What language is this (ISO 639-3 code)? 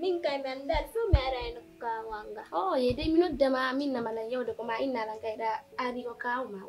fuf